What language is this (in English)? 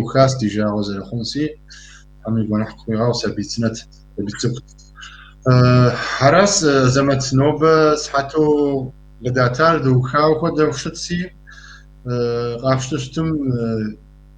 Kabardian